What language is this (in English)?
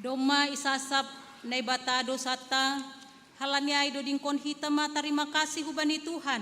Batak Simalungun